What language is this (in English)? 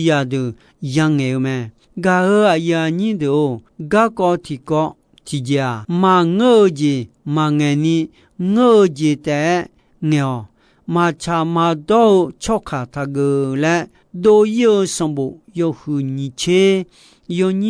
Akha